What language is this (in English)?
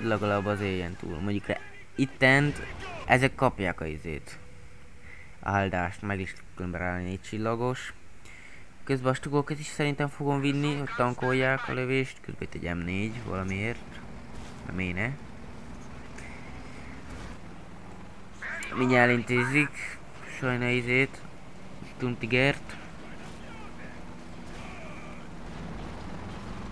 Hungarian